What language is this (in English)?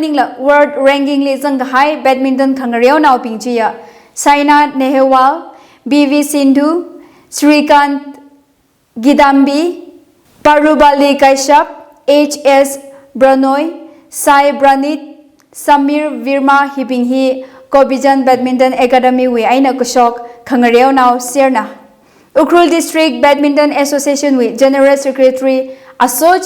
Tangkhul Naga (India)